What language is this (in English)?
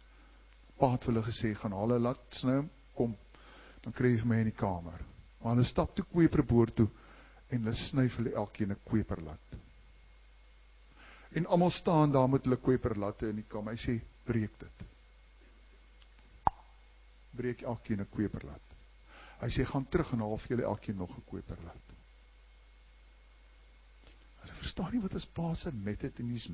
Afrikaans